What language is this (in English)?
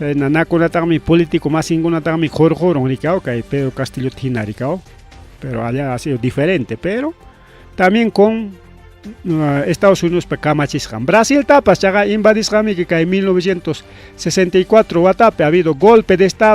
Ayacucho Quechua